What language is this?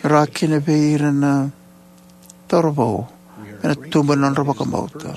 Fijian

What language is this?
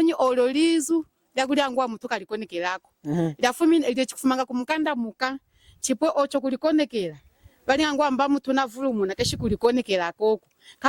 Lunda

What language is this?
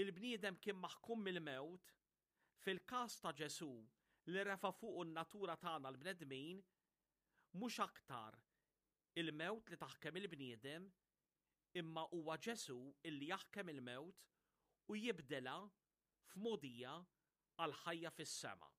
Maltese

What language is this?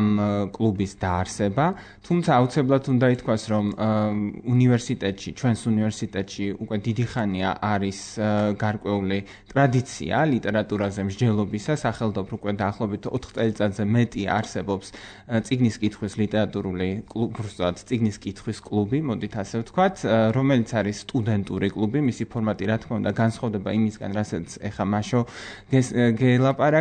Georgian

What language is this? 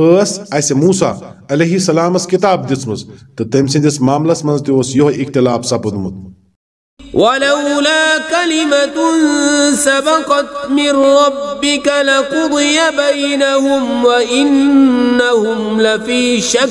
Kashmiri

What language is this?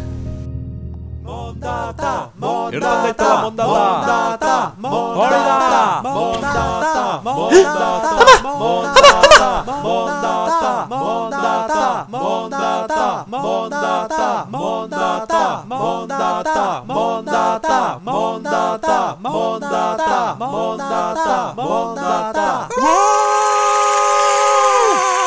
Basque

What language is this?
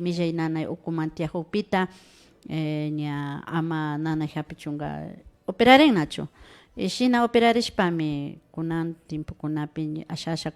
Imbabura Highland Quichua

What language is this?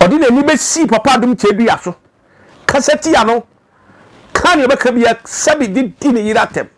Akan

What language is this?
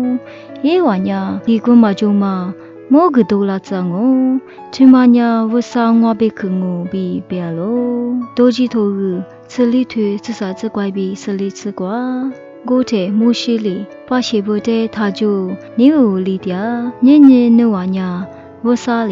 Lisu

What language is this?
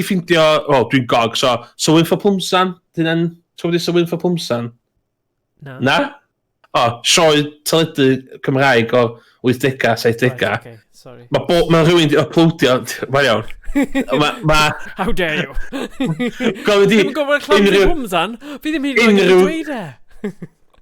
Welsh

